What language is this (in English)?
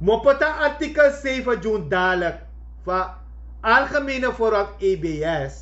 Sranan Tongo